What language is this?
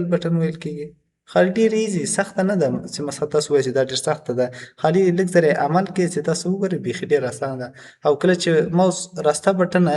Pashto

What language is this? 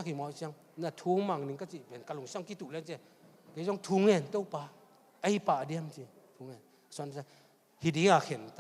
Tedim Chin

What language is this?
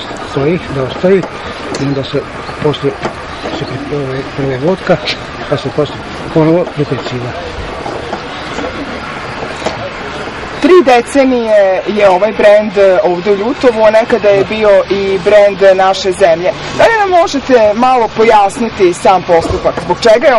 Serbian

